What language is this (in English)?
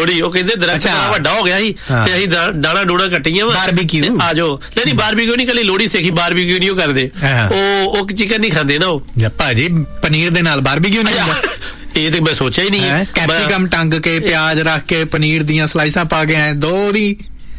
Punjabi